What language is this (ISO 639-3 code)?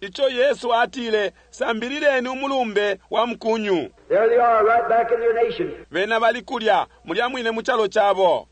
bem